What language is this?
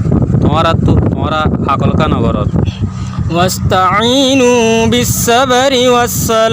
Rohingya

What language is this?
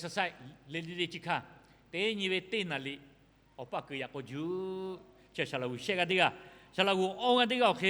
Lahu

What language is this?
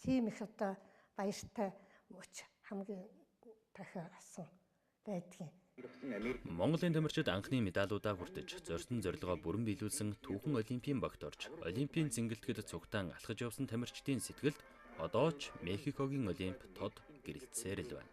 Mongolian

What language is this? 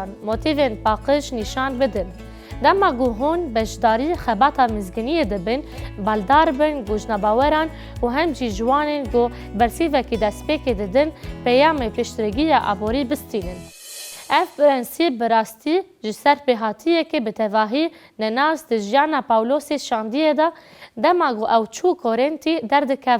Kurdish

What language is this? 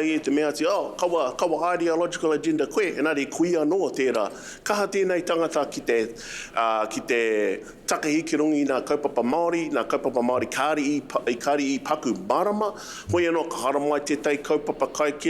Māori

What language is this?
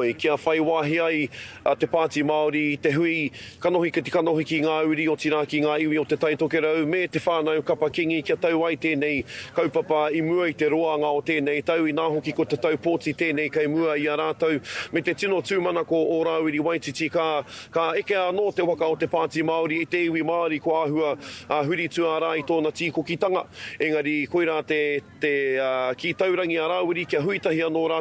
Māori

